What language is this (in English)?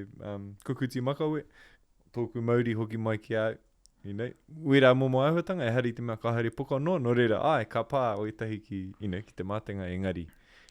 Māori